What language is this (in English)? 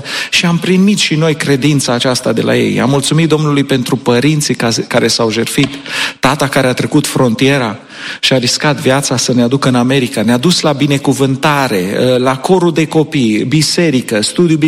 Romanian